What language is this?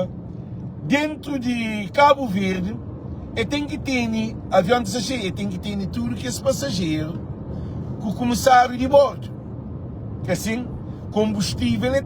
Kabuverdianu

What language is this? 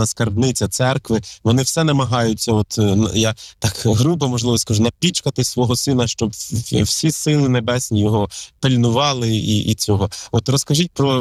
Ukrainian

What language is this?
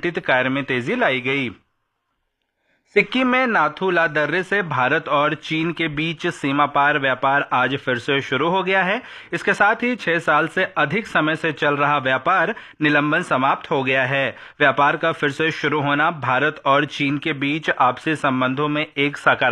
Hindi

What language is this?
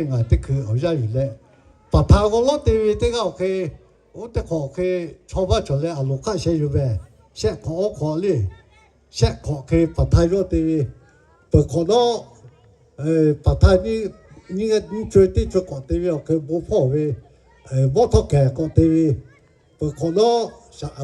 Lahu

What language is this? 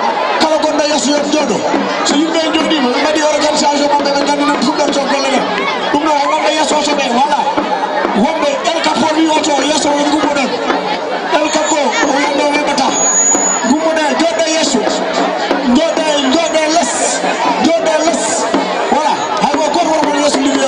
Fula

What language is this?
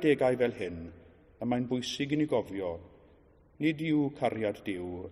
Welsh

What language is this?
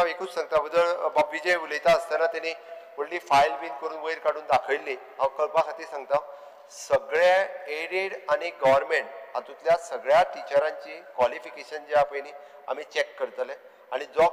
Konkani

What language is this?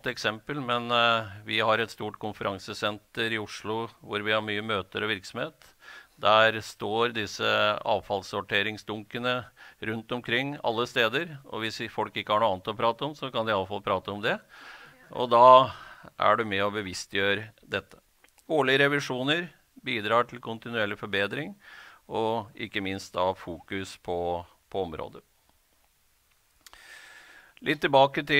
Norwegian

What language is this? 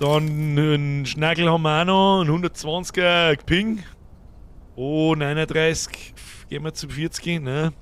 Bavarian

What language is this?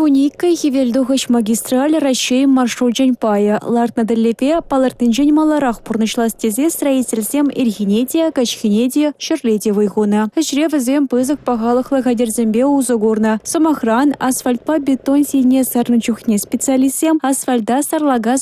Chuvash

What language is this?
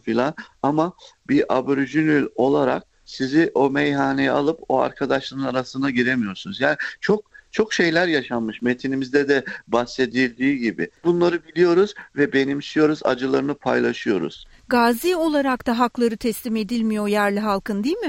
Turkish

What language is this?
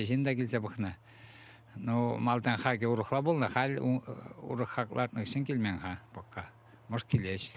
Chuvash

